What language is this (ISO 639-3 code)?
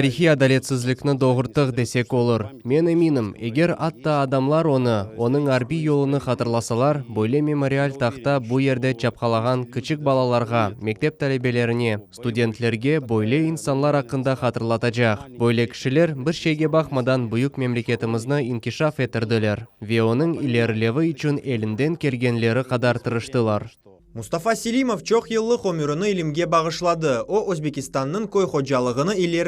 crh